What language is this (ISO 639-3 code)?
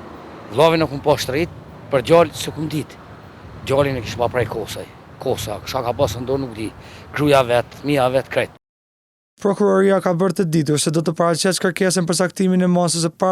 sqi